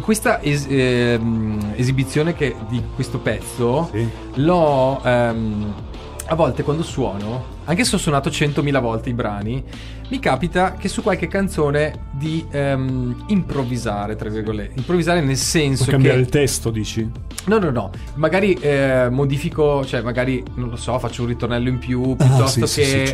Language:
Italian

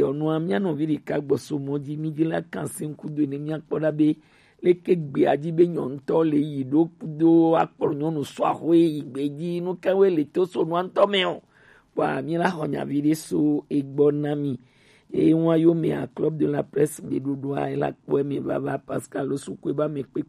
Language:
Gen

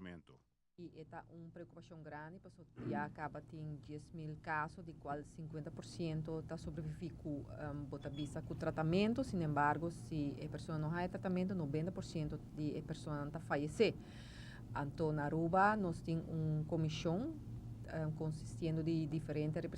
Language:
Papiamento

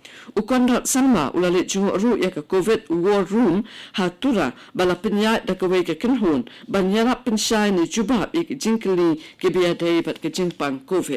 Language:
Khasi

